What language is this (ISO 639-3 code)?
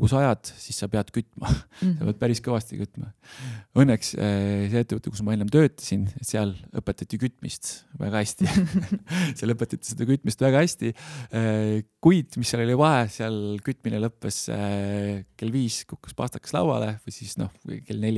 est